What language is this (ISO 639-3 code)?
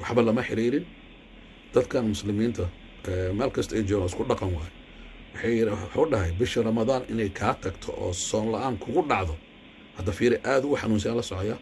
som